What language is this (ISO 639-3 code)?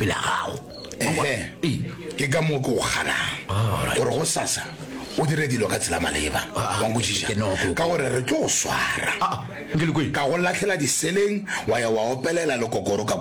nso